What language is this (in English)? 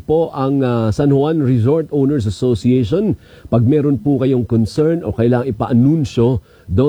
Filipino